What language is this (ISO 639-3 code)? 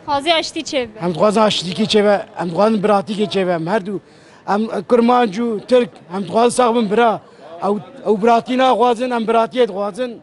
kur